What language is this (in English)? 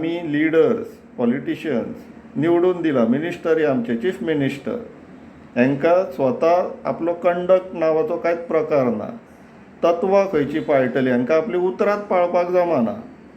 Konkani